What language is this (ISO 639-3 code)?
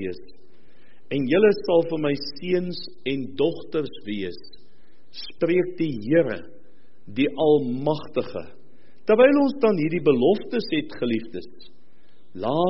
afr